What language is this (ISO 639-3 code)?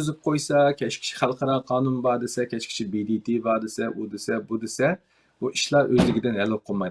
uig